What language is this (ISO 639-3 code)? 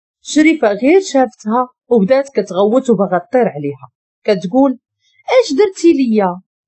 ary